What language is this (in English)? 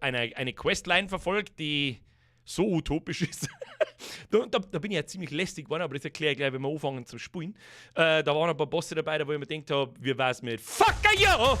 Bavarian